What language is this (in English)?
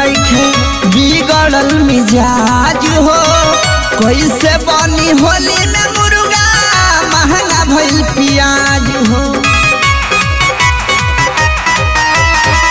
Bhojpuri